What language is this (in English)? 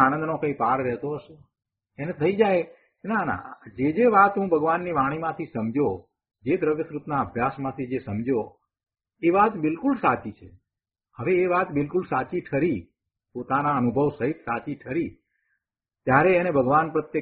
Gujarati